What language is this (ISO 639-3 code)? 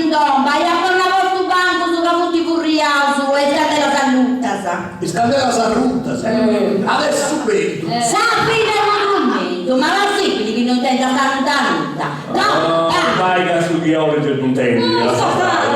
srd